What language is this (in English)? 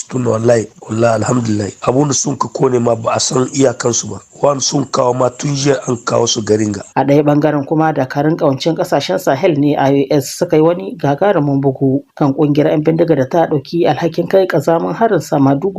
Hausa